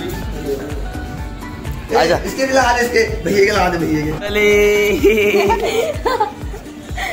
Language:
Hindi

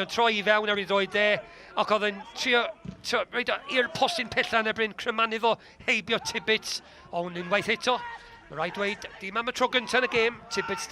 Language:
Welsh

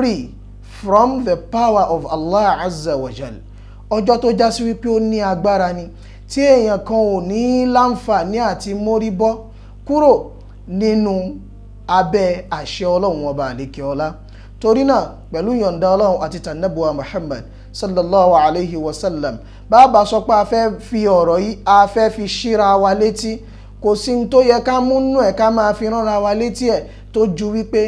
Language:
Yoruba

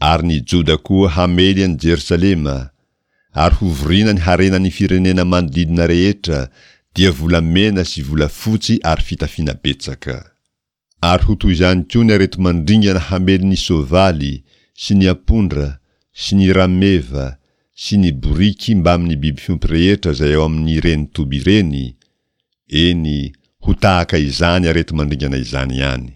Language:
Malagasy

